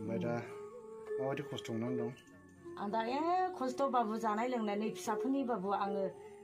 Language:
Bodo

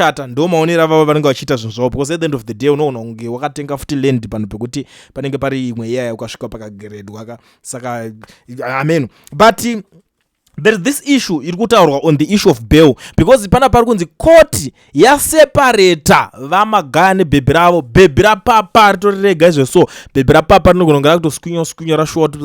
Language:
Shona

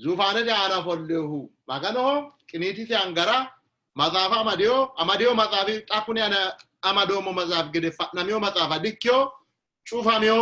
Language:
Sidamo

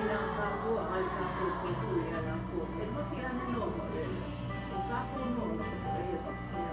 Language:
Hawaiian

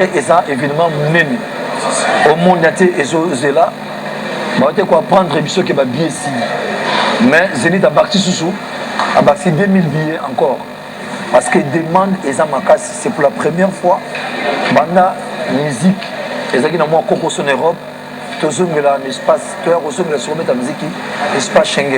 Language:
Lingala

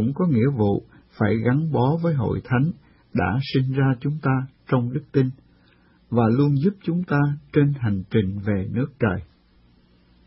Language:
Vietnamese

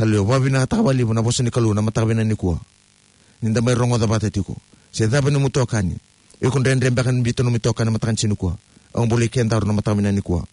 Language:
Fijian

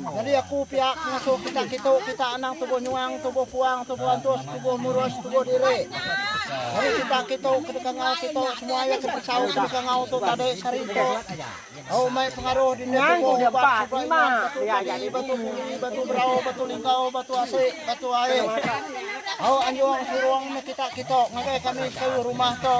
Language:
Iban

